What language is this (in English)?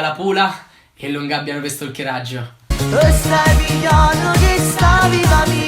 Neapolitan